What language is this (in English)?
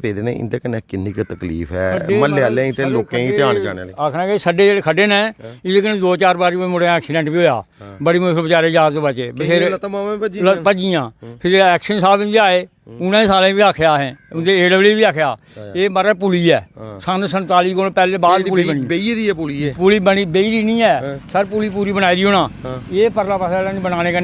Dogri